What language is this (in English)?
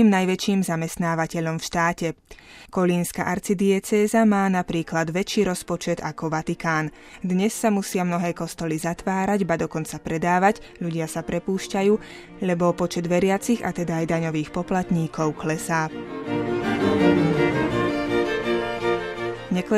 Slovak